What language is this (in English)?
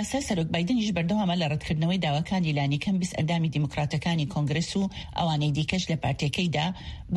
Central Kurdish